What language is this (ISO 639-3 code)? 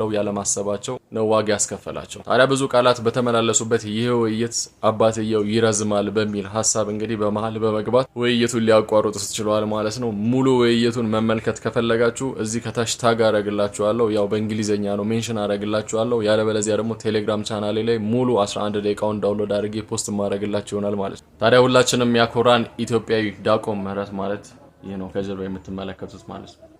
amh